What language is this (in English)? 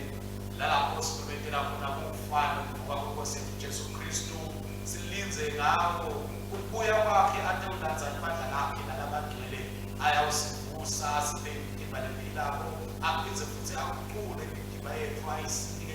Swati